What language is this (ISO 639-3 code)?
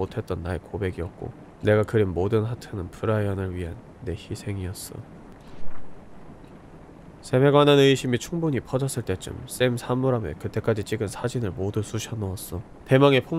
kor